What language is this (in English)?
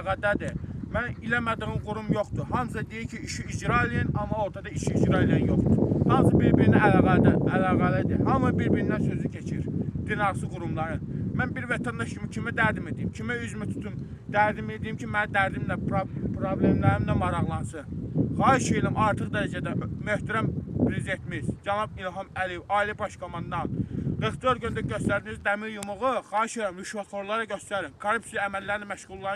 Azerbaijani